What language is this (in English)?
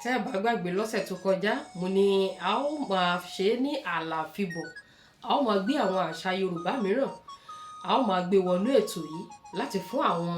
Yoruba